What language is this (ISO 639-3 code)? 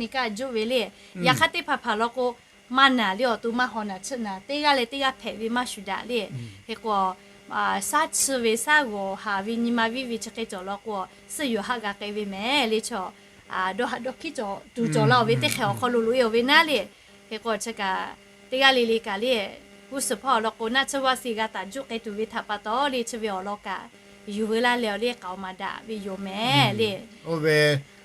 lhu